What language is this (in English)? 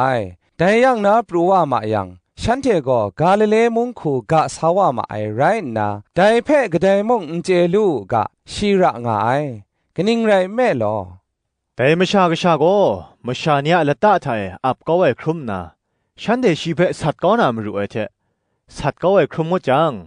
Kachin